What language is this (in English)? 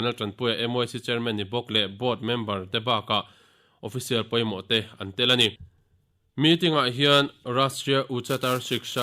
Mizo